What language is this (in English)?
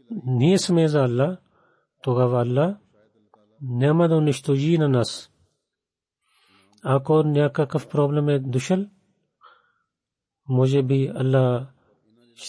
Bulgarian